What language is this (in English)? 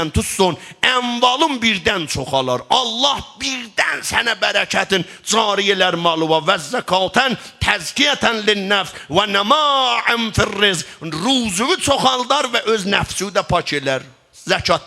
South Azerbaijani